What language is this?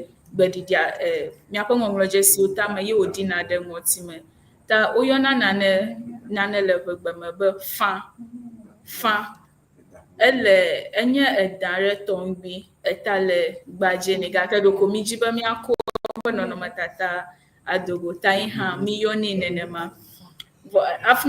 Ewe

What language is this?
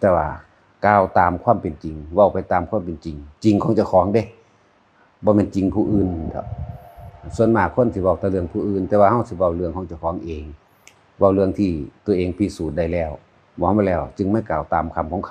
Northeastern Thai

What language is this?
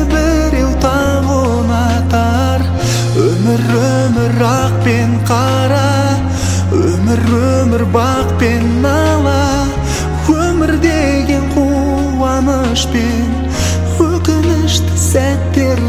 Kazakh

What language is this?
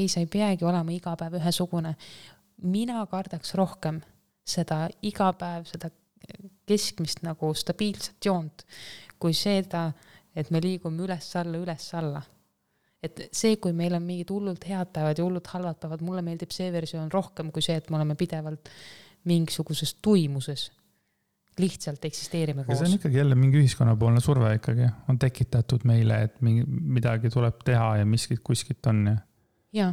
Estonian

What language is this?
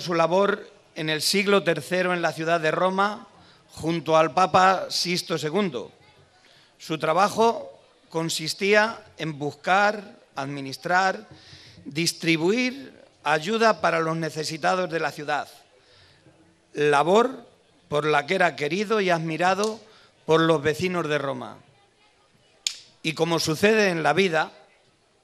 Spanish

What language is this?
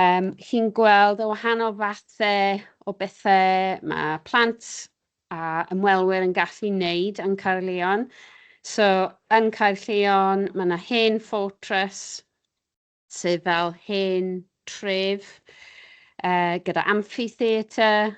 Welsh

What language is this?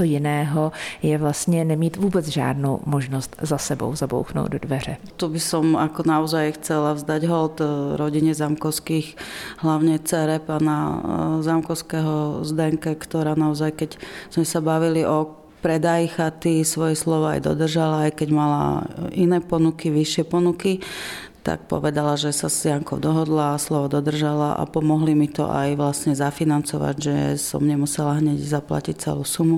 Slovak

